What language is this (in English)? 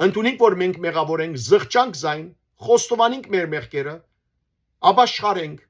Western Armenian